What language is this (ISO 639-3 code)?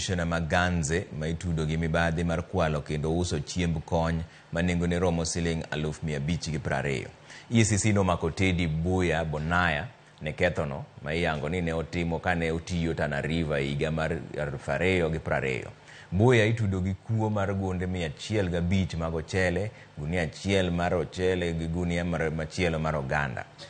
luo